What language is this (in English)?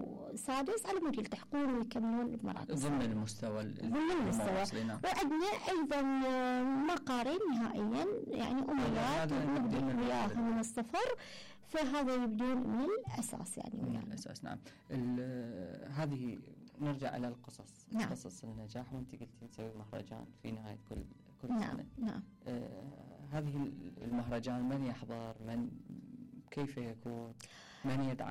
Mesopotamian Arabic